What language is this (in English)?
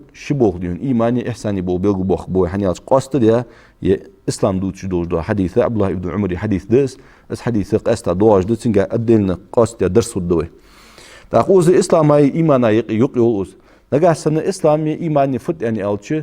Ingush